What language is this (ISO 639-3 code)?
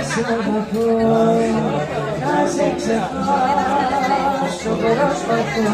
ell